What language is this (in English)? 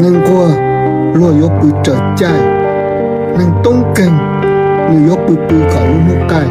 Hmong